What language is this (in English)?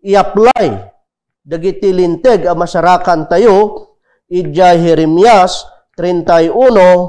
Iloko